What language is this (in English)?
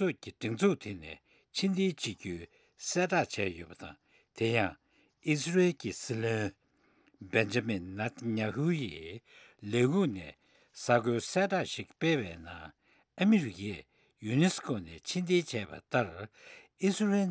Tibetan